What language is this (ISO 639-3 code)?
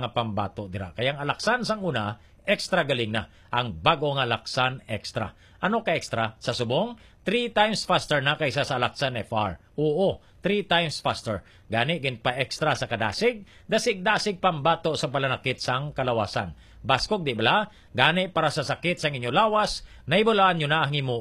hil